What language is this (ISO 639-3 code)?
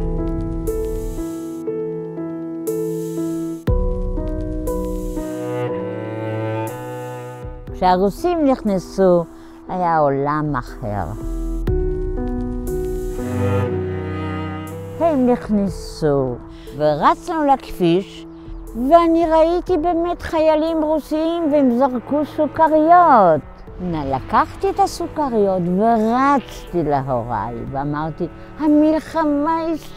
heb